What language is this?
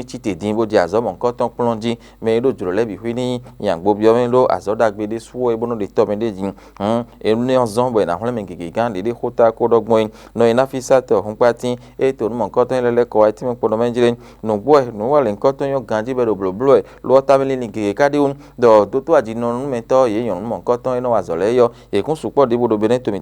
Fon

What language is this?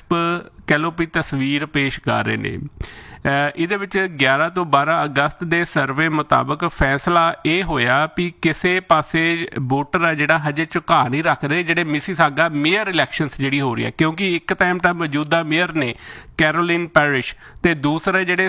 Punjabi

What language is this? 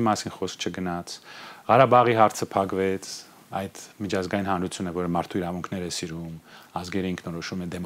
Armenian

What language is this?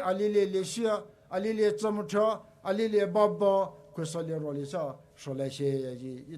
Poumei Naga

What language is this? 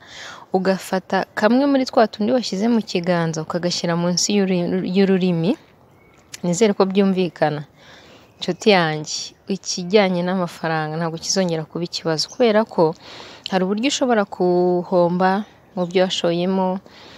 Kinyarwanda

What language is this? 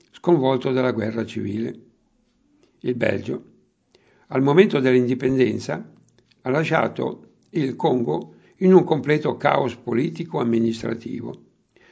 Italian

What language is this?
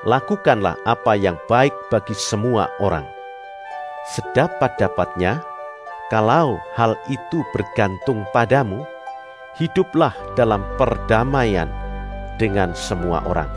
Indonesian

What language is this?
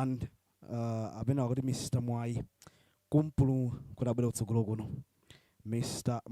Nyanja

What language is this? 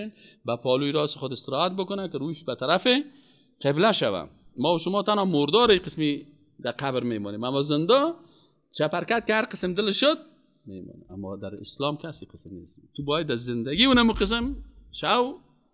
Persian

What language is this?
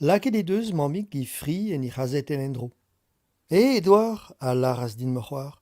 Breton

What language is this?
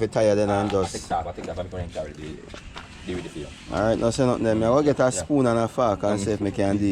Jamaican Creole English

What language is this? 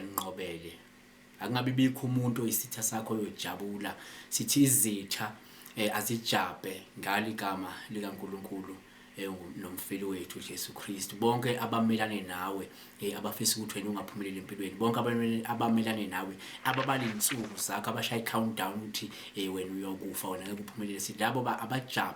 Zulu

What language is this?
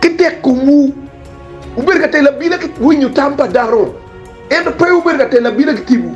Acoli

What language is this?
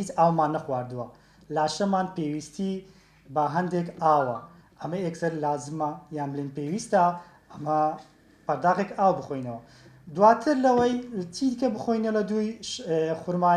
Central Kurdish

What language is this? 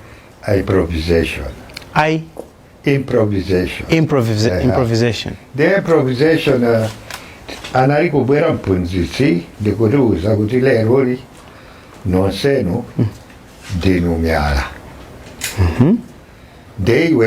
Nyanja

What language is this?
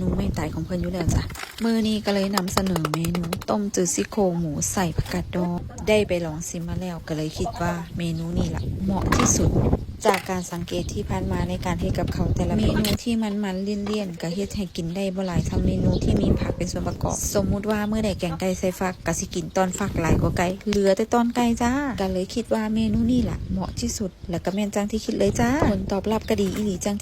Lao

